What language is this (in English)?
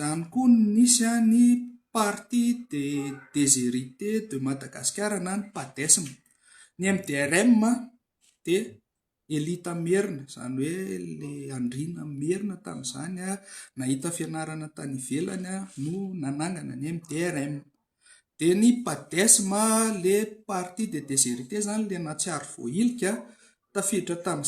Malagasy